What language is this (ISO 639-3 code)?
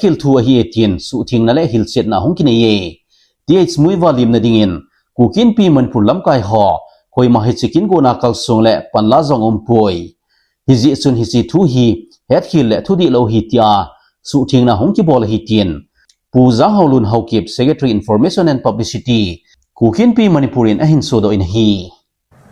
tcz